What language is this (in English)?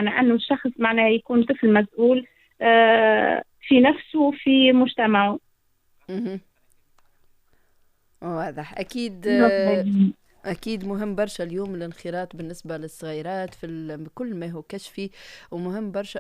Tunisian Arabic